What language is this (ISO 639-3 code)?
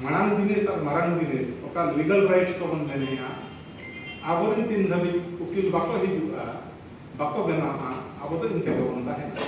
sat